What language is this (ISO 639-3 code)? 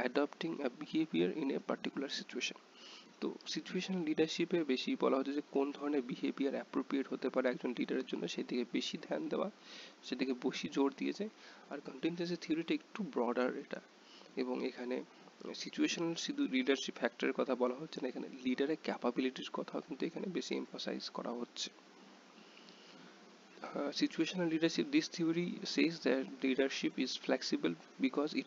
ben